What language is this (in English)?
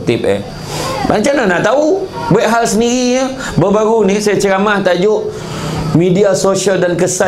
Malay